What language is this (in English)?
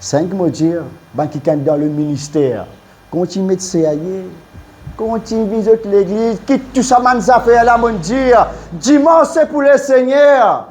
Morisyen